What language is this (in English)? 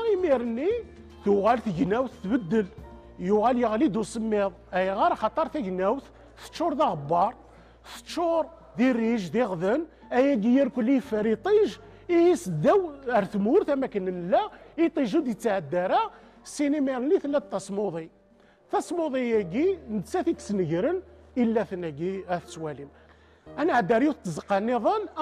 Kabyle